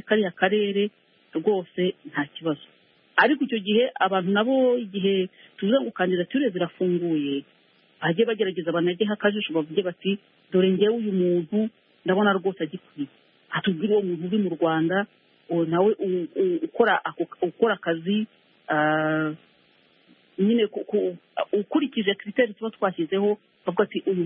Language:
Kinyarwanda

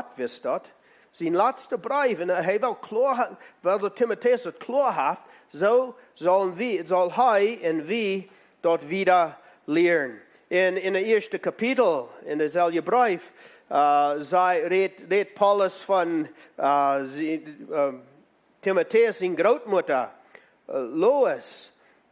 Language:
Plautdietsch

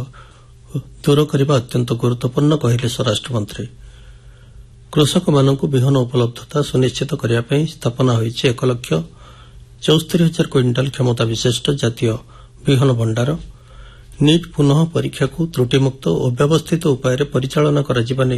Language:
Odia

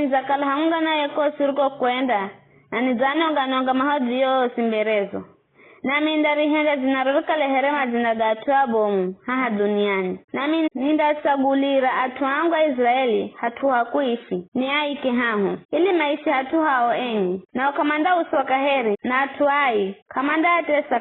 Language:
Giryama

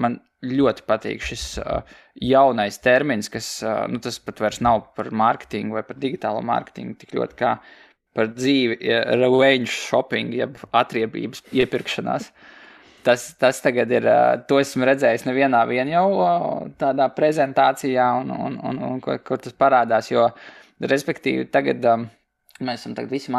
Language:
Latvian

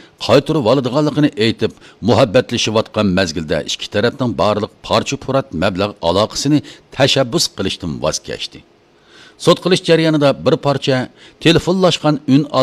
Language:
Uyghur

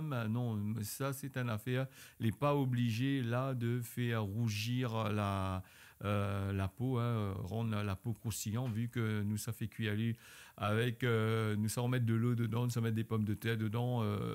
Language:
Réunion Creole French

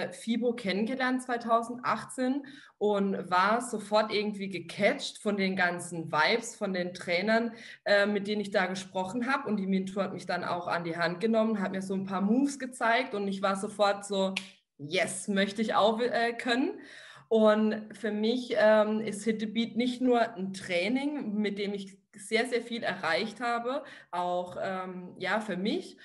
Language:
German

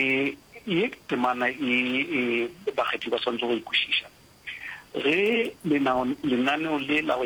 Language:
Northern Sotho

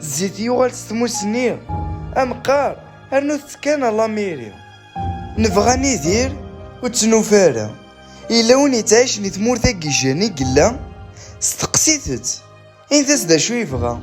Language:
Kabyle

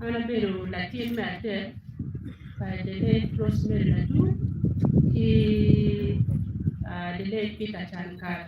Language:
Acoli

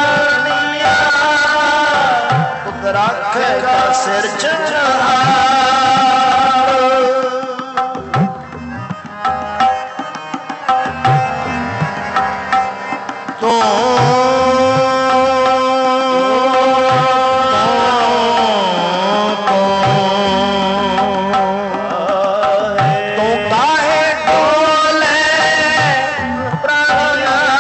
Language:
Punjabi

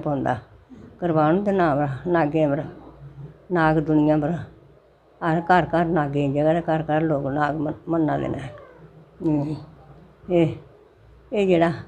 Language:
Dogri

